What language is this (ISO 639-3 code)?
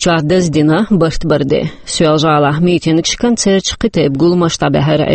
che